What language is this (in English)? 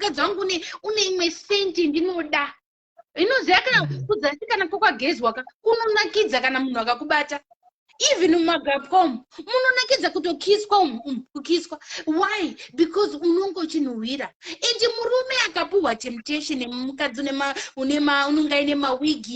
Shona